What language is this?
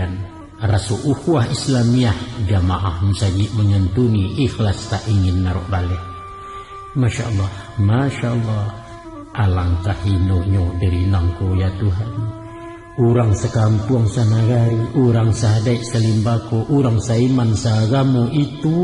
Minangkabau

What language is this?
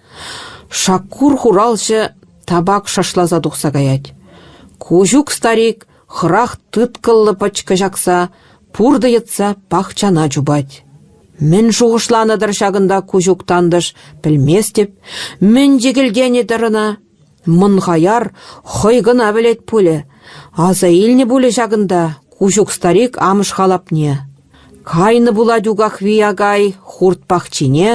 Chuvash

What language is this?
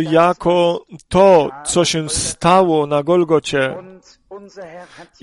Polish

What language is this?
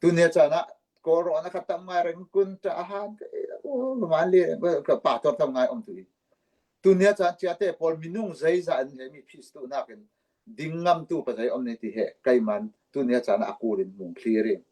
Falam Chin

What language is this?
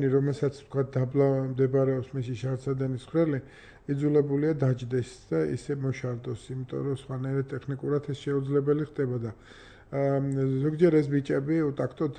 Georgian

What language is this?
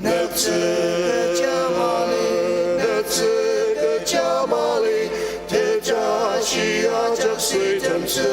Ao Naga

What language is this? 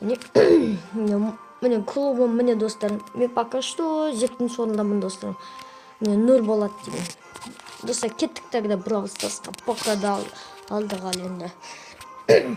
Kazakh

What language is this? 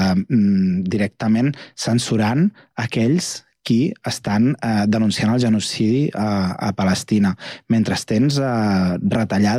Catalan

